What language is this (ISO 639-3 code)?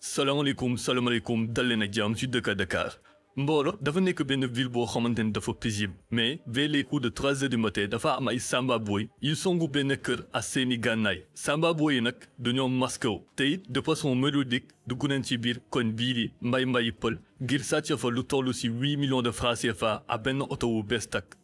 wol